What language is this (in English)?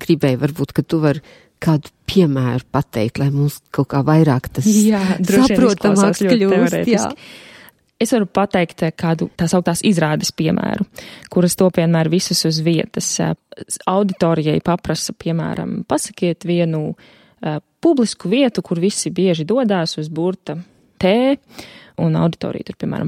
Latvian